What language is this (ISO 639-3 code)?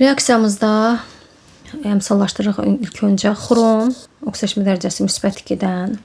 aze